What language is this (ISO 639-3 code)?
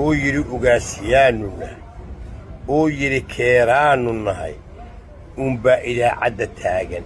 som